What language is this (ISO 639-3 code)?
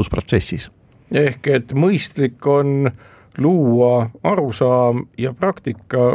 est